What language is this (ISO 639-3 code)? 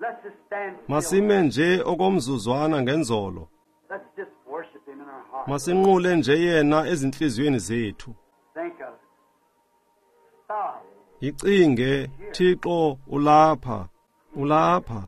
xho